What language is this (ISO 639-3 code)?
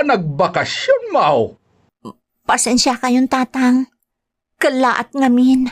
ilo